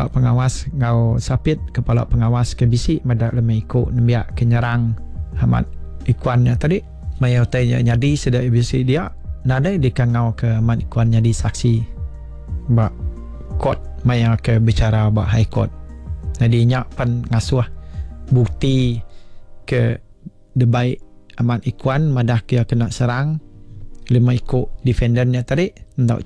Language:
Iban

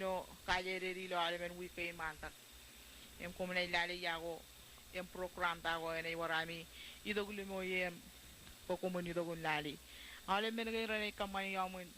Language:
Marshallese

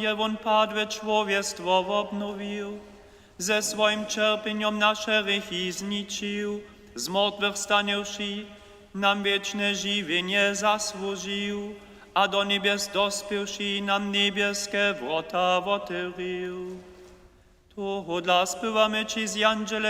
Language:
Upper Sorbian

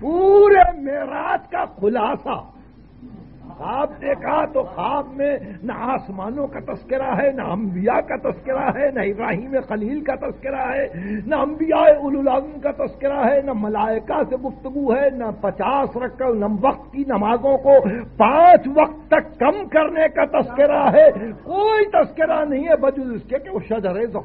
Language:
Urdu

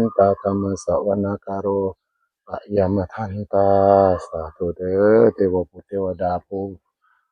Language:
Northeastern Thai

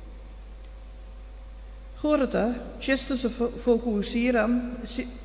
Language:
Bulgarian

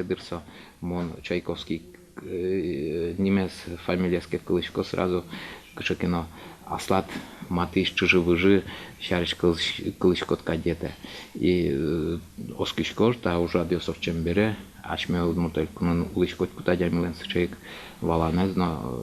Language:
Udmurt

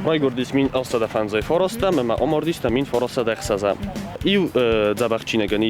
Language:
Ossetic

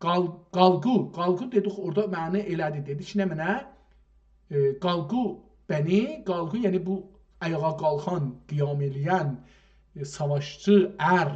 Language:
South Azerbaijani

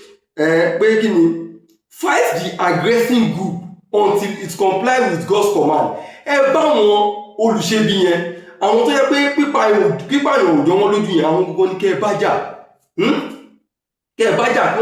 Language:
Yoruba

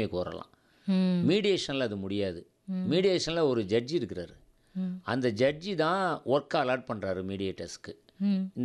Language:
Tamil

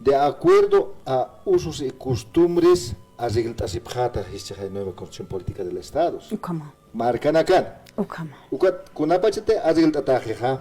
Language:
Aymara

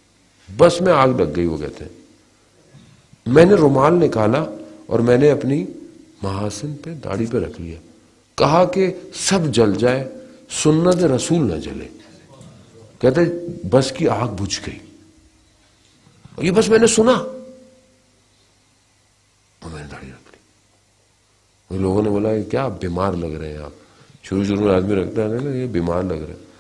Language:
Urdu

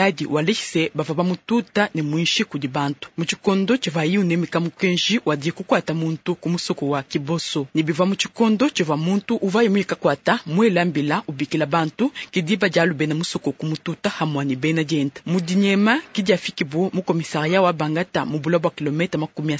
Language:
Luba-Lulua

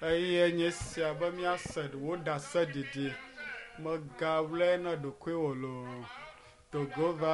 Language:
Ewe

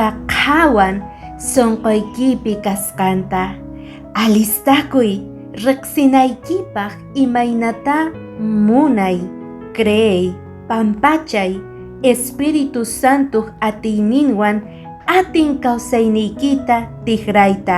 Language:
Quechua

